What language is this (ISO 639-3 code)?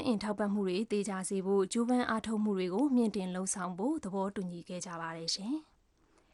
mya